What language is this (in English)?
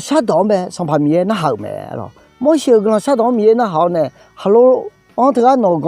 Akha